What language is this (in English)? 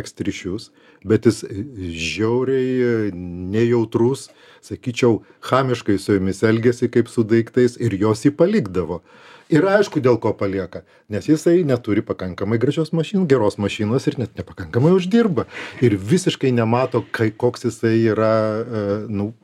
Lithuanian